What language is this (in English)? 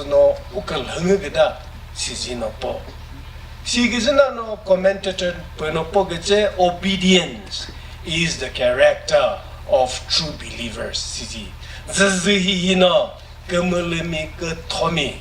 Chokri Naga